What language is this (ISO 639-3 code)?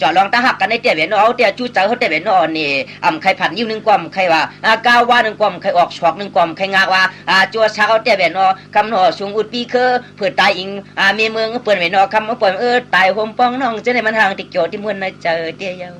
shn